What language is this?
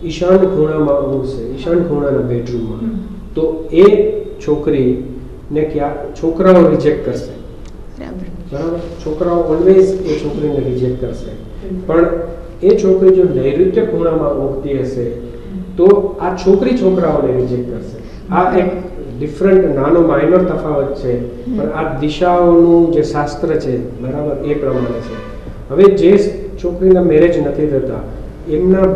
Gujarati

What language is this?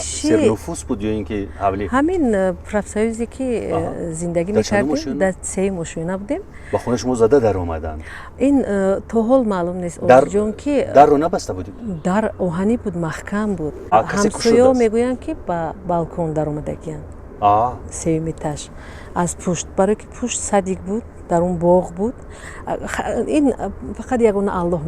Tajik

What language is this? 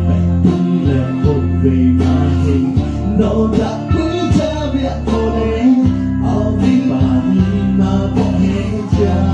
Lahu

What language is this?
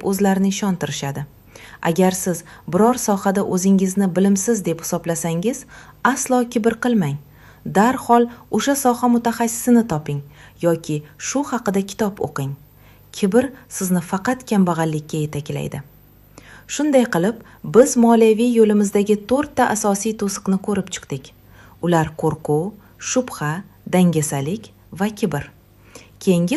Uzbek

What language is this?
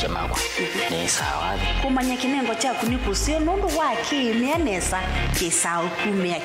Kamba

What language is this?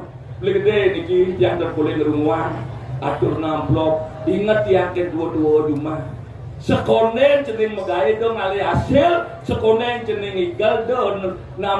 Balinese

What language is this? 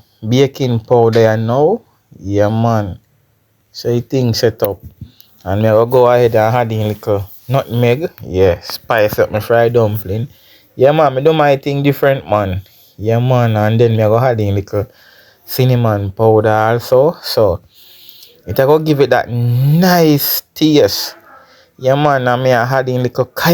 Jamaican Creole English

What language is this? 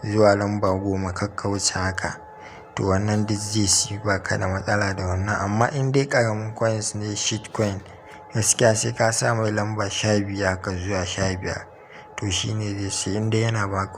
Hausa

